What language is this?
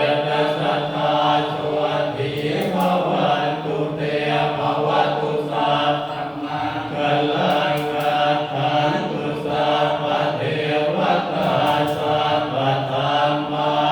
Pali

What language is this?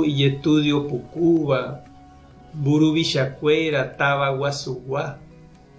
Guarani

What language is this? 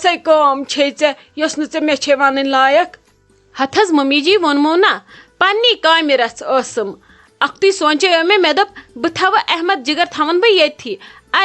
Kashmiri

